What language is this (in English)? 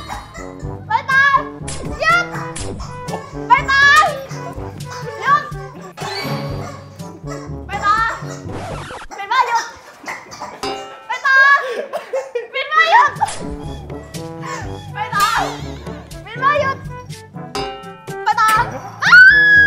Thai